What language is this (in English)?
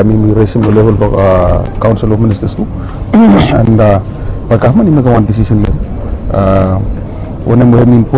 Bislama